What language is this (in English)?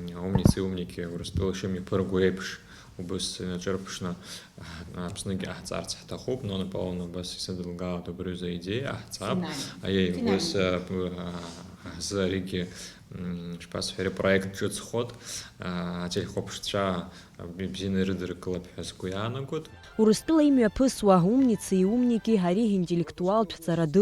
Abkhazian